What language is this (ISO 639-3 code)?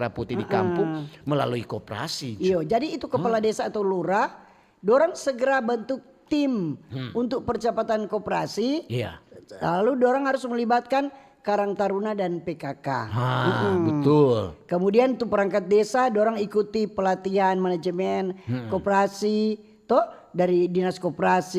xmm